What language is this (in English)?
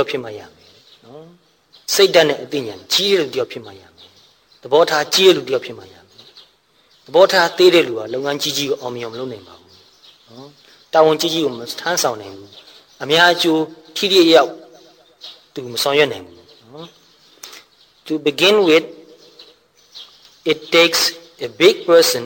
Burmese